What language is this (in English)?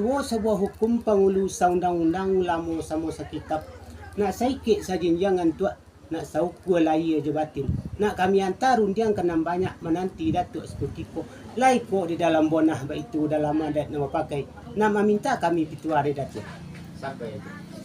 Minangkabau